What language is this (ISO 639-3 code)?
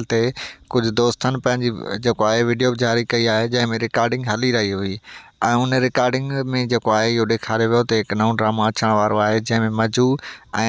snd